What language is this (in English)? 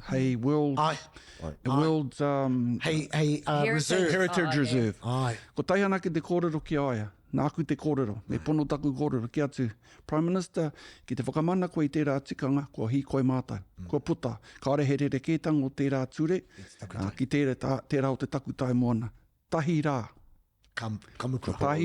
Māori